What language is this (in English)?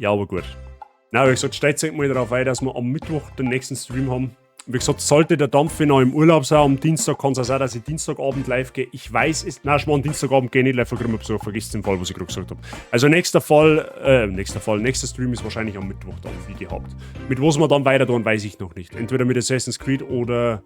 Bavarian